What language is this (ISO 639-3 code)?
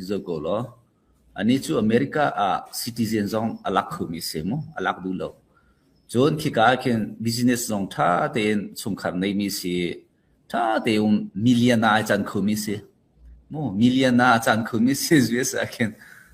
cnh